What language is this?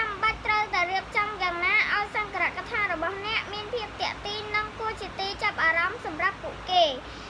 Khmer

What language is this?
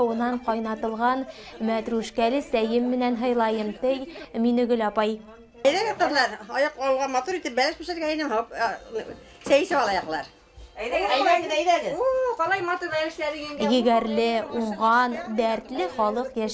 Bashkir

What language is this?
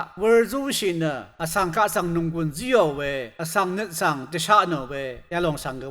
Rawang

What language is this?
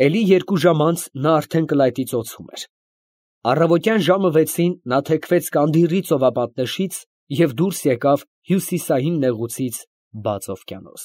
Armenian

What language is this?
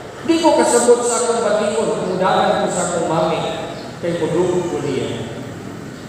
Cebuano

